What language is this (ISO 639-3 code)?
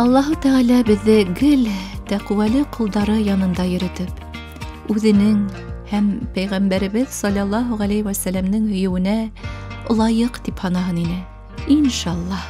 bak